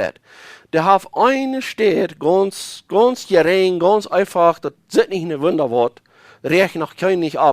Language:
Plautdietsch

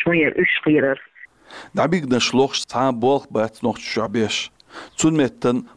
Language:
Chechen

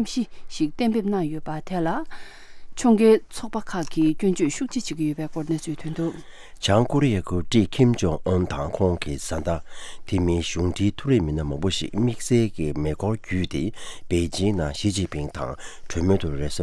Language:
Tibetan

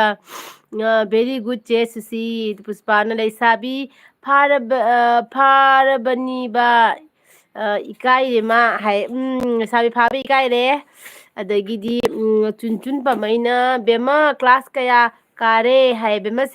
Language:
Manipuri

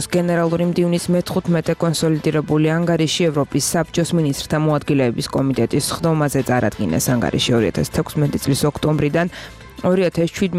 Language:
Georgian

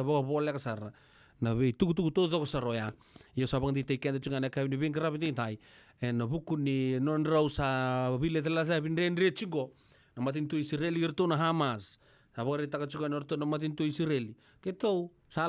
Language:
Fijian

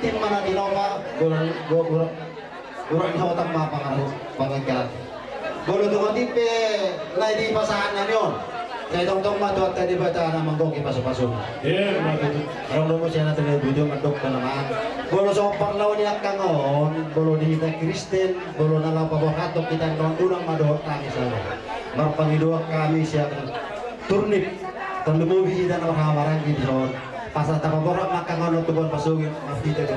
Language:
Batak Toba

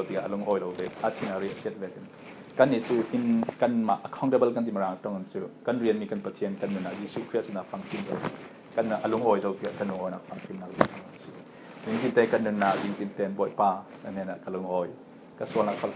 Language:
Falam Chin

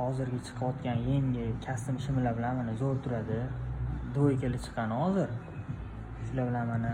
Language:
Uzbek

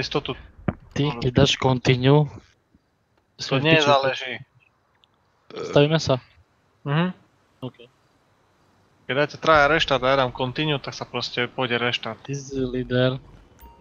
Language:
Slovak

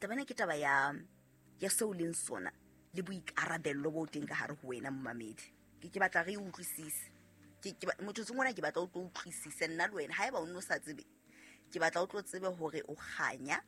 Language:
Southern Sotho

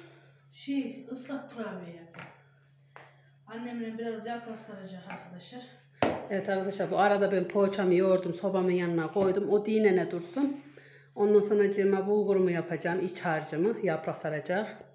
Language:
Turkish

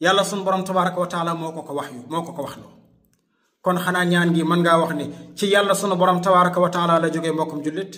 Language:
Wolof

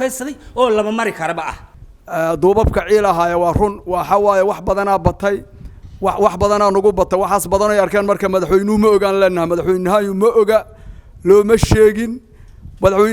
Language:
Somali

